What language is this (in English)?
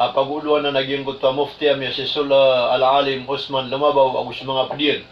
Maranao